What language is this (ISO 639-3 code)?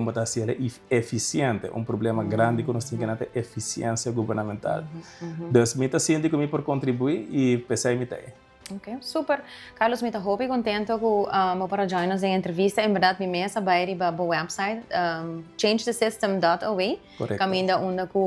pap